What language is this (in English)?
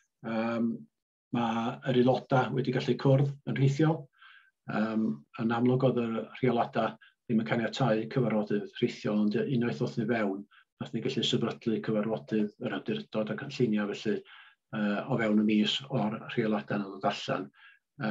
Welsh